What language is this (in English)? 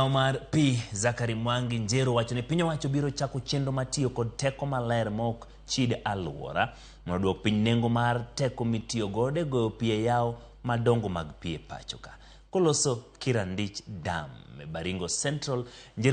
Luo (Kenya and Tanzania)